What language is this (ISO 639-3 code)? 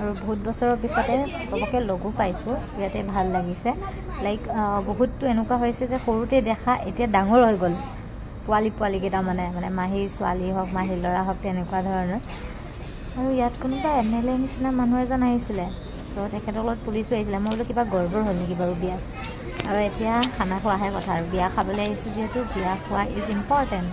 asm